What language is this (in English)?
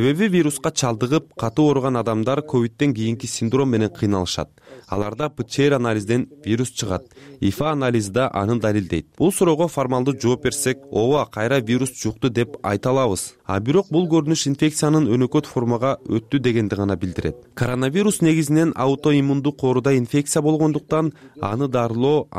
Kyrgyz